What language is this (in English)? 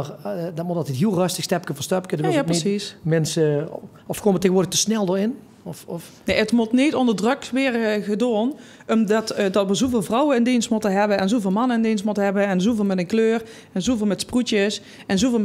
Limburgish